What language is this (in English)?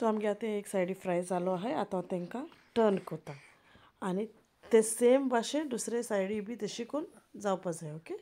Konkani